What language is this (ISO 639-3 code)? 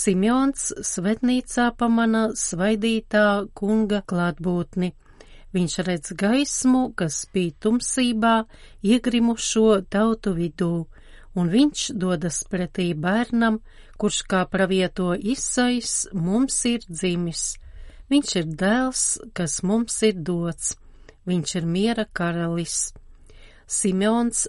lav